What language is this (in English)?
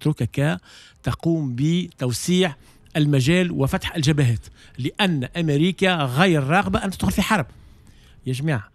Tunisian Arabic